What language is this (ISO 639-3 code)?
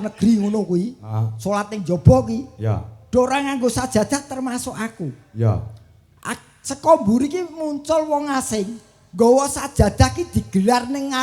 jav